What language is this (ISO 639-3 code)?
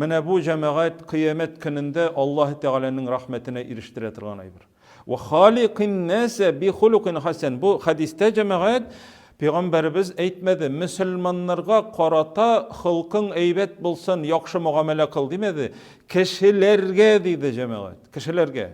tat